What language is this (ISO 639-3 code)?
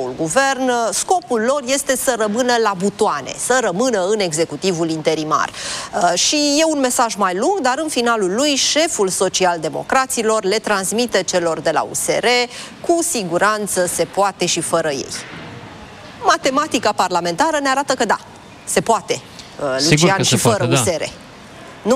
ron